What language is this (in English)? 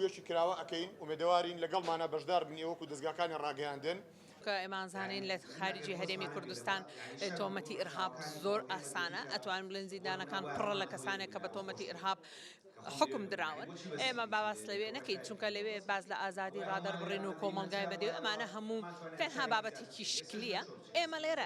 Central Kurdish